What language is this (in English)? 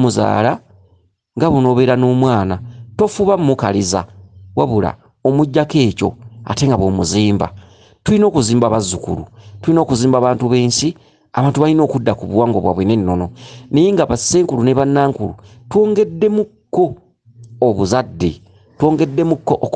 Ganda